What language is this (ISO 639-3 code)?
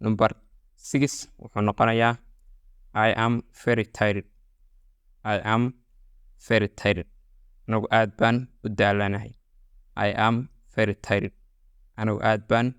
som